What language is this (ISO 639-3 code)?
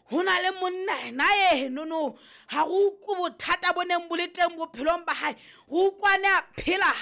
sot